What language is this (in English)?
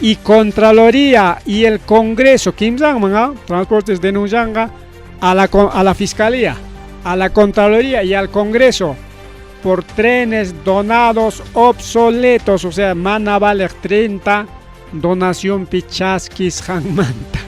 Ayacucho Quechua